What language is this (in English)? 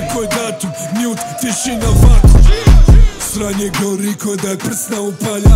Croatian